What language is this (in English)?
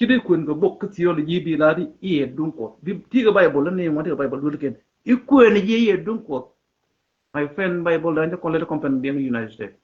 Nuer